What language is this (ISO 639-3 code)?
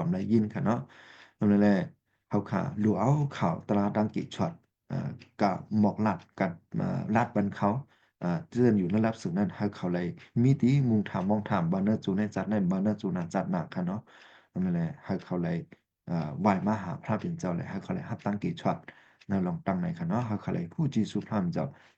shn